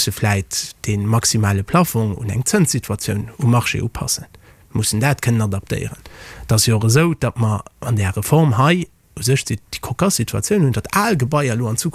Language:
Luxembourgish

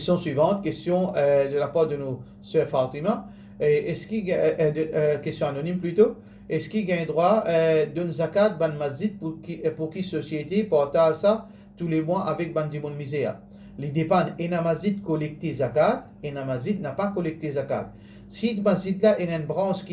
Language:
Morisyen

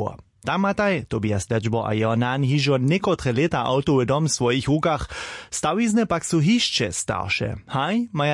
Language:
Upper Sorbian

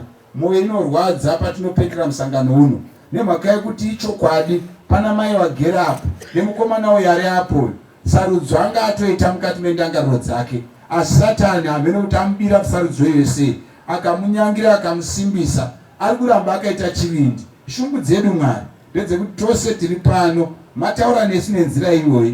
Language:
Shona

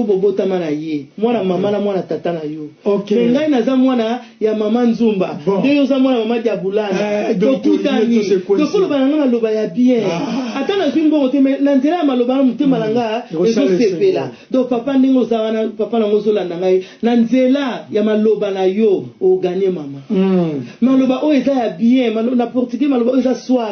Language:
Lingala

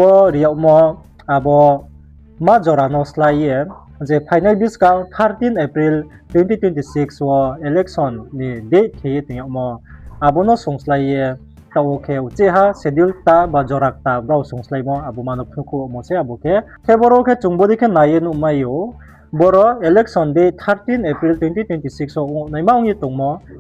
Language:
Riang (India)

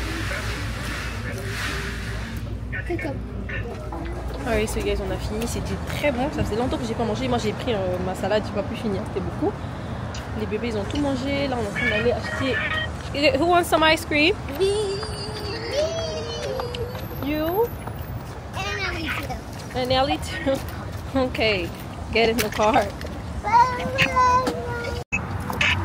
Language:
French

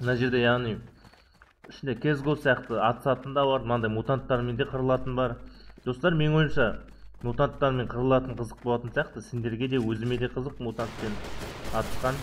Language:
Kazakh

